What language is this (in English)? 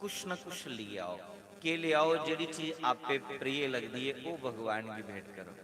Dogri